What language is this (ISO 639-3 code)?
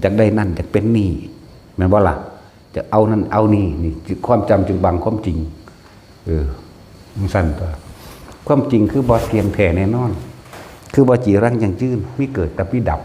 tts